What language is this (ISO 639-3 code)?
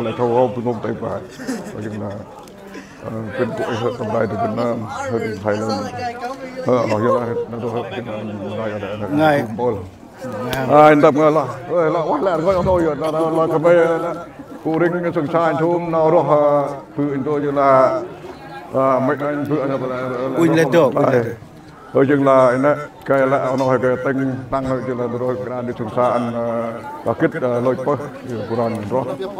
cmo